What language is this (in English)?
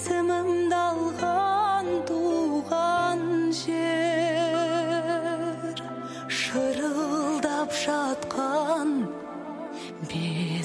Kazakh